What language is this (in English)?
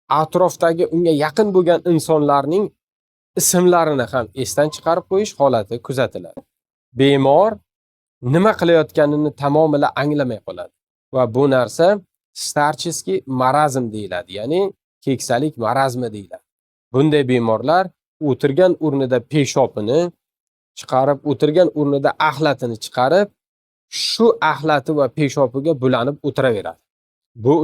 Uzbek